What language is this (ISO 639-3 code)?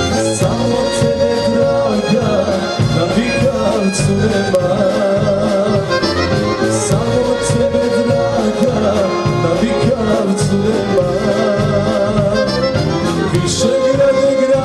hrv